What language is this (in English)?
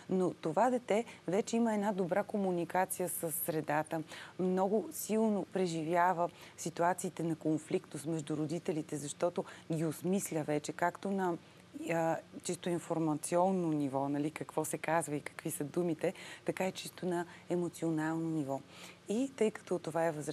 Bulgarian